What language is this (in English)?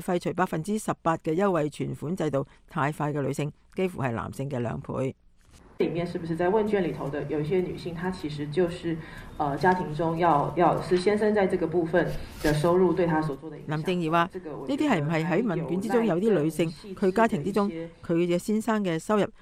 Cantonese